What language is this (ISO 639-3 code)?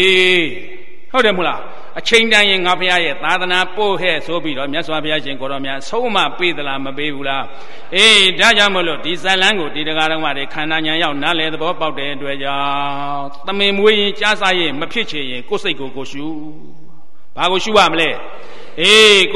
mya